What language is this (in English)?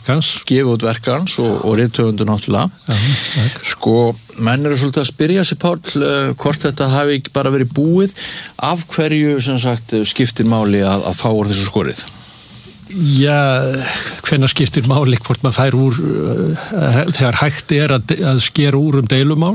Icelandic